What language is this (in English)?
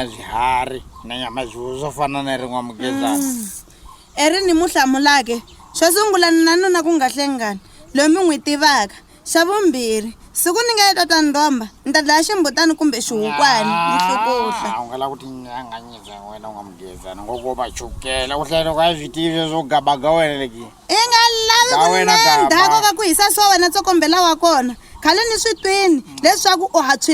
Tsonga